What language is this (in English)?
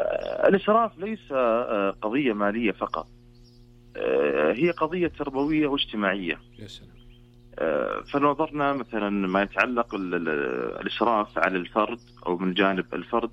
Najdi Arabic